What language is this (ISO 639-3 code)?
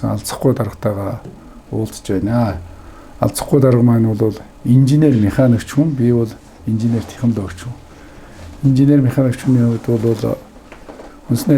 mon